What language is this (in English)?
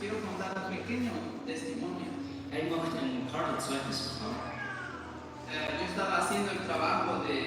Plautdietsch